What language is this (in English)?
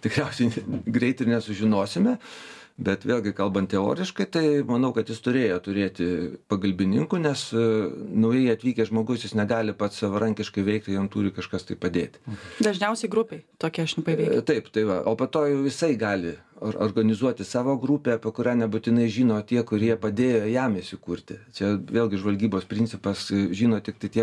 Lithuanian